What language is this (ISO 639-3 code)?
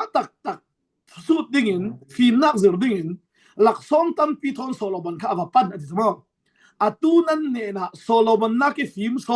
cfm